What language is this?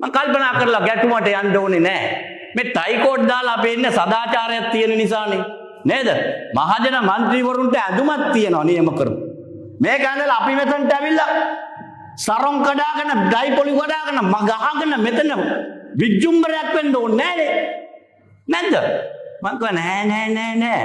Sinhala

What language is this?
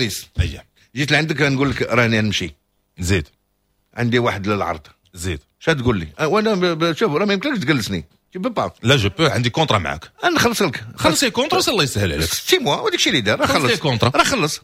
Moroccan Arabic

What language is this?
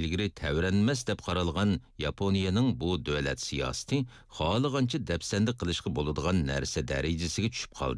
Uyghur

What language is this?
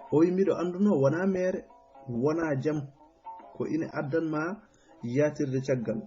Fula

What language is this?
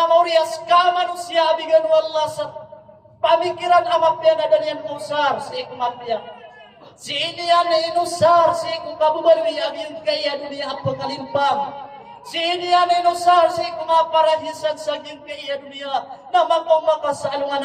Maranao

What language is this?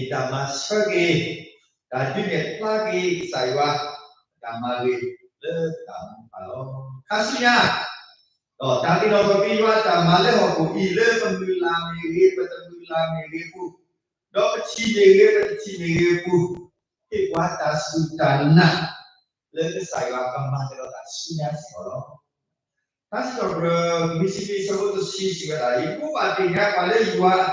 S'gaw Karen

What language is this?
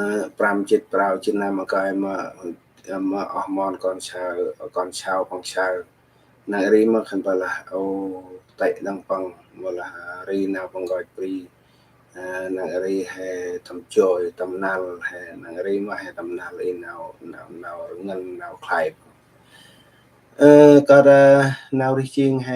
Central Mnong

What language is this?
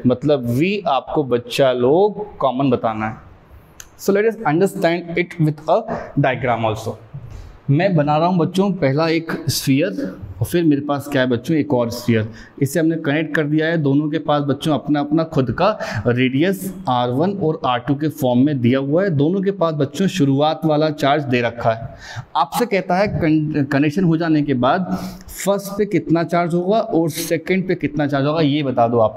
Hindi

